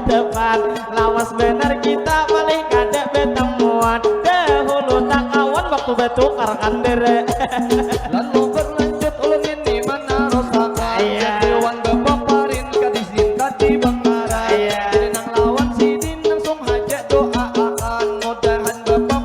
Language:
Banjar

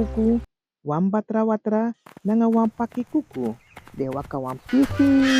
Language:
Sranan Tongo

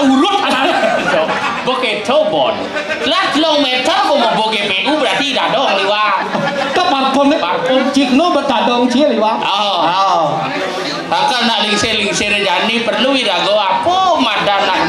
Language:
Balinese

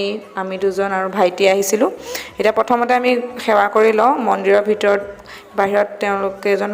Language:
Assamese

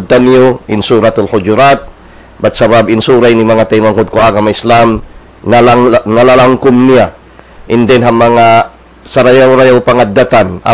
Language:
Tausug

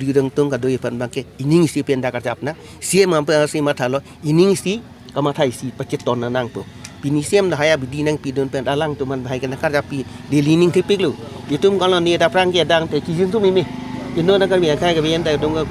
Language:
Karbi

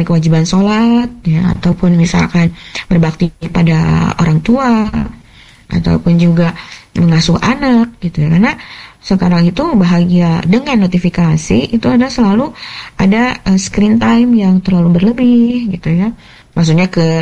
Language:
Indonesian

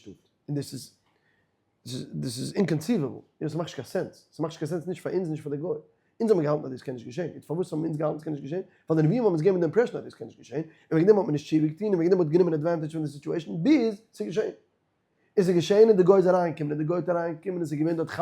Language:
Yiddish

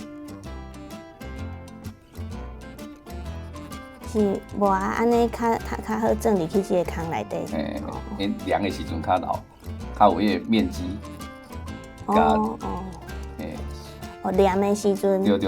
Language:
Min Nan Chinese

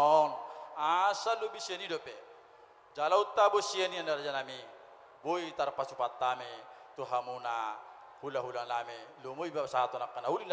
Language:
Batak Toba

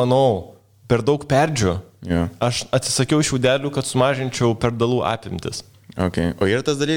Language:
Lithuanian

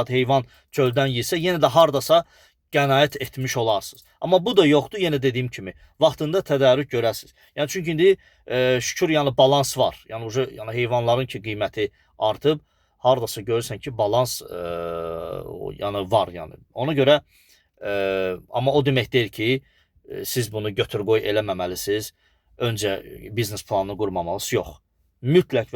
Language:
Azerbaijani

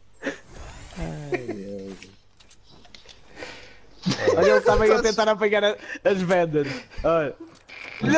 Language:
Portuguese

